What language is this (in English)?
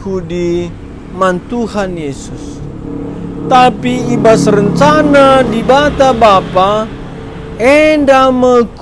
Batak Karo